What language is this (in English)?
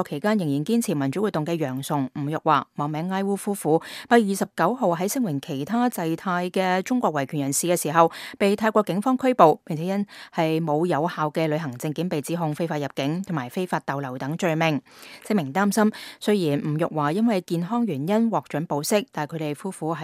Cantonese